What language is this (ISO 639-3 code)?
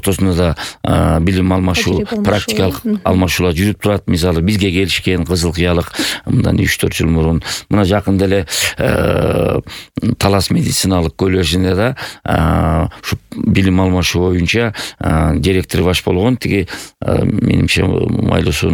kir